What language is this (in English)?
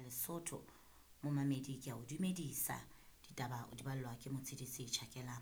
Southern Sotho